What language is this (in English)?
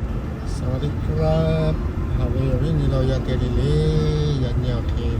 Lahu